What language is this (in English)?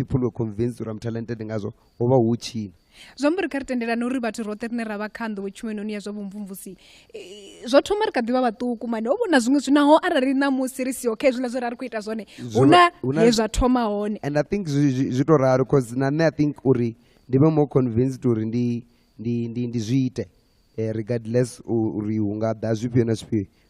Venda